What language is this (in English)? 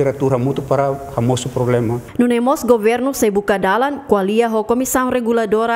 Tetum